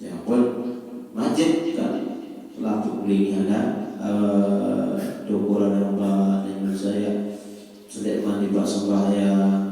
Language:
Sasak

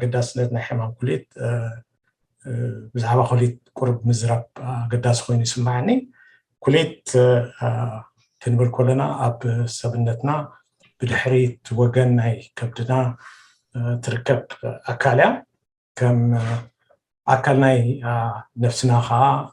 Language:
Tigrinya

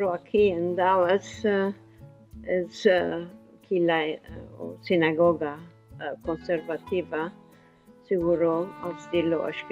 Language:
Ladino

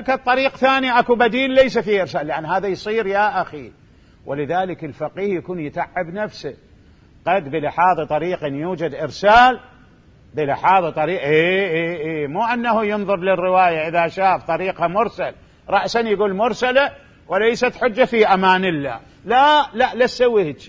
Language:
Mesopotamian Arabic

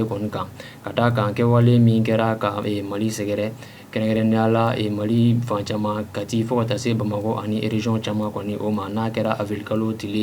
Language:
Bambara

